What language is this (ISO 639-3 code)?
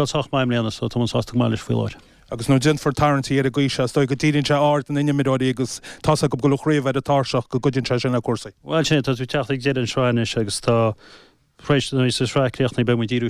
gle